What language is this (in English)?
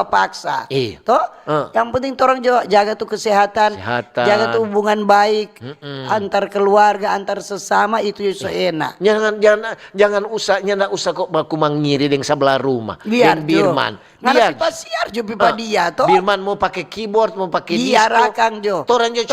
Manado Malay